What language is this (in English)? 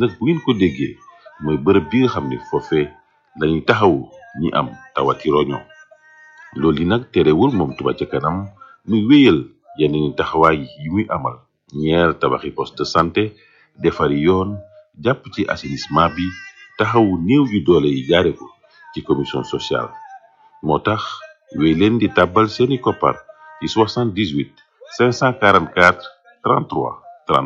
Wolof